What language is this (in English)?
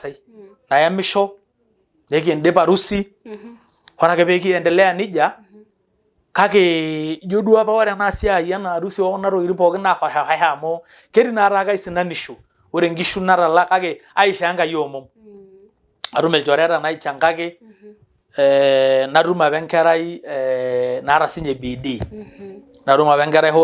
Masai